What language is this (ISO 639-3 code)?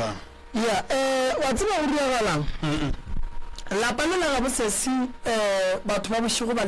nso